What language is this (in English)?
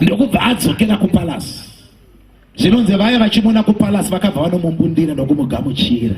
Shona